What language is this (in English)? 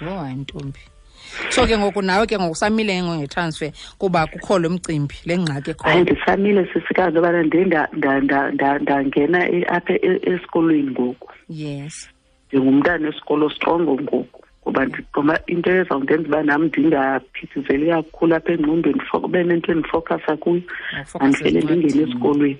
Xhosa